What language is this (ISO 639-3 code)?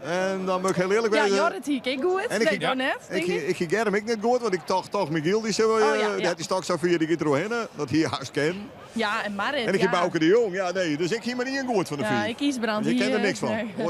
fry